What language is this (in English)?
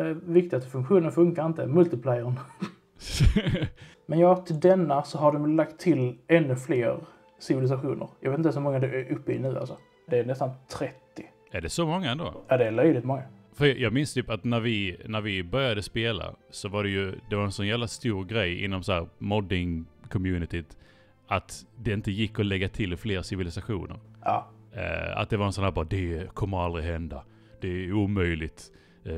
Swedish